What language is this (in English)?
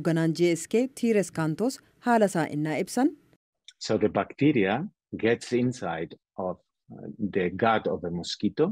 Oromo